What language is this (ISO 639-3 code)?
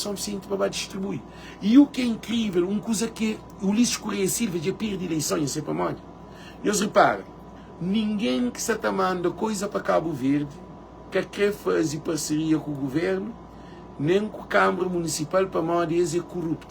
kea